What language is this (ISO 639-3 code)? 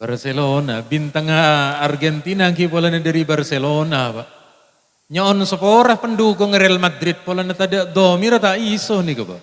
mad